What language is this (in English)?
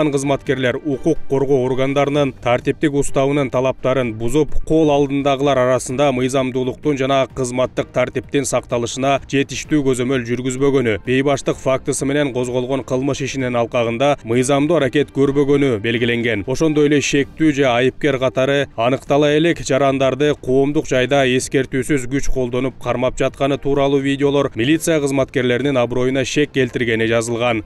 Kyrgyz